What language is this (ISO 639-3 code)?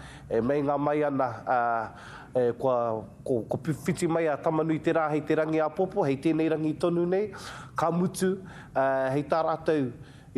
mri